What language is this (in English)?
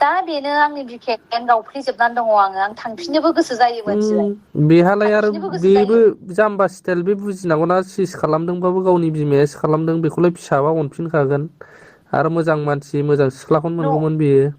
Bodo